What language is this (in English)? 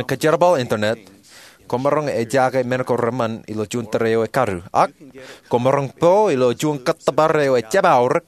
Marshallese